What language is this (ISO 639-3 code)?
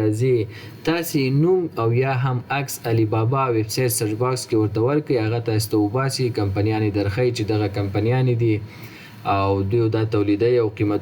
pus